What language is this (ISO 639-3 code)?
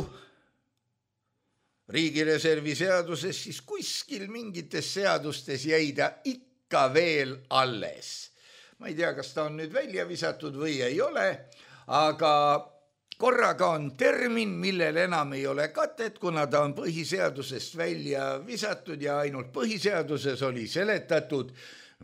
est